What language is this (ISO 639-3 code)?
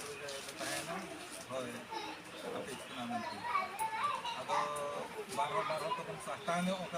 sat